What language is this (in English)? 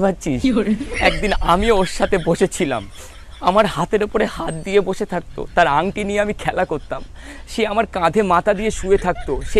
Bangla